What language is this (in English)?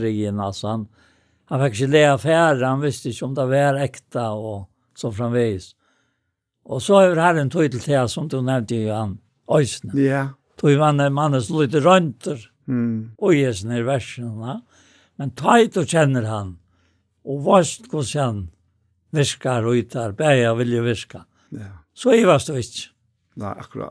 Faroese